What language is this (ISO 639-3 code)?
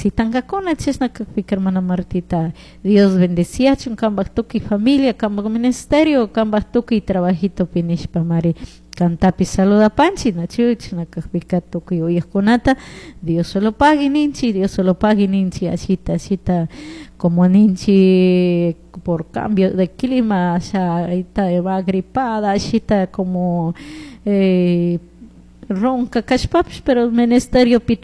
qug